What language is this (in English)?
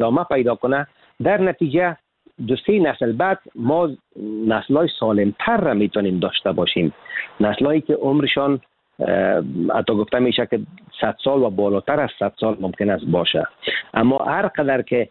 Persian